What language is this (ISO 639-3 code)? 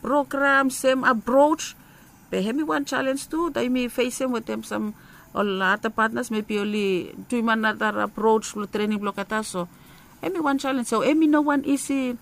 bis